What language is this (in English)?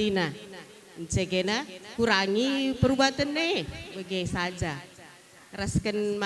Batak Karo